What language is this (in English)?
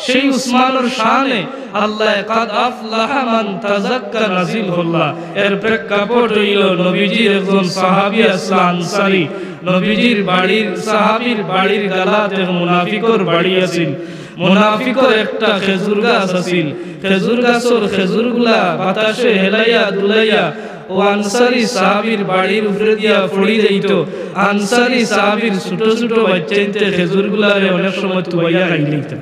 Sylheti